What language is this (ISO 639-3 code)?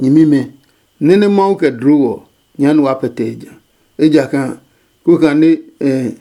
ada